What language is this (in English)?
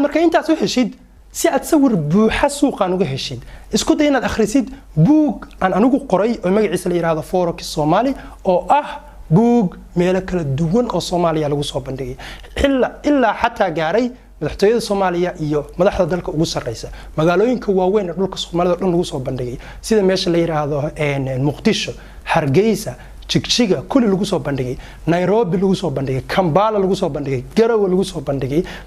Somali